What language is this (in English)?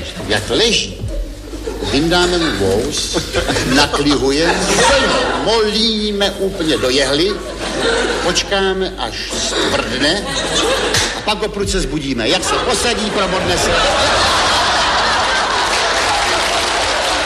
Czech